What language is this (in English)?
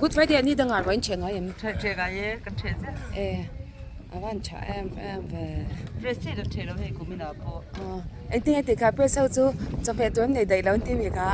Mizo